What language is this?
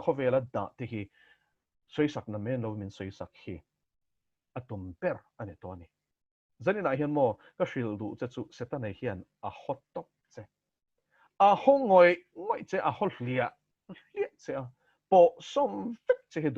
Mizo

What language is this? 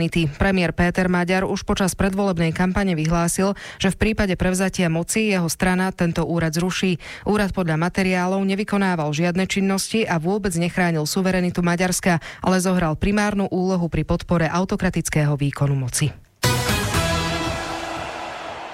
Slovak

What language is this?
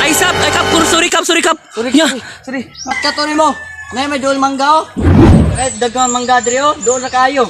Cebuano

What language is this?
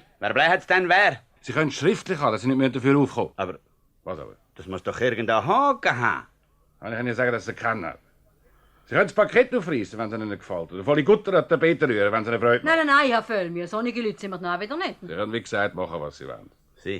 Swiss German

